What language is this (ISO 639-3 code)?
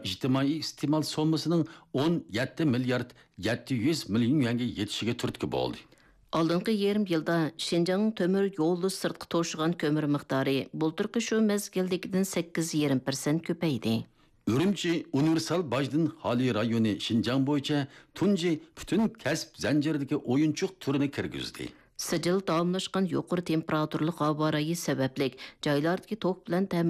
uig